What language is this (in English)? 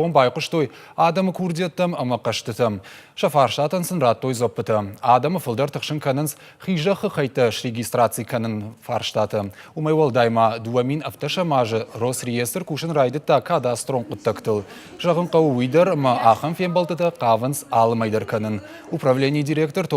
Ossetic